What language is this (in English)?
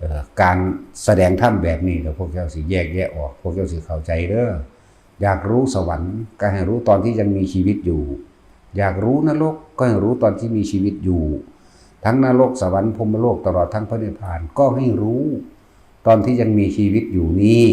Northeastern Thai